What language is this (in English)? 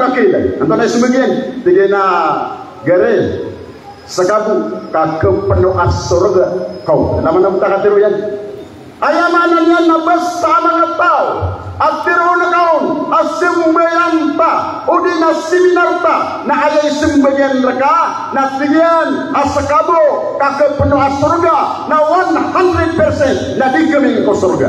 Maranao